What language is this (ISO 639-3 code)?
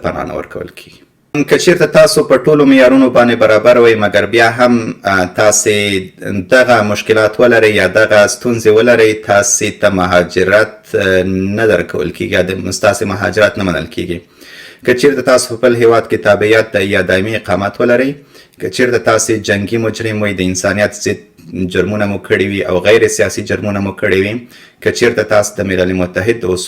pus